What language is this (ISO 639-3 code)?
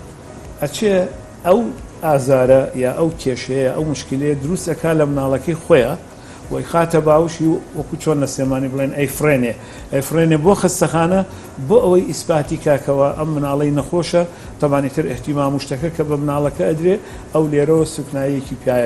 ckb